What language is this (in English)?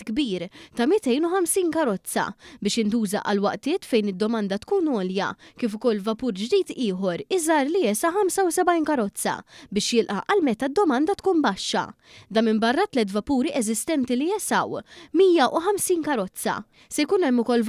Maltese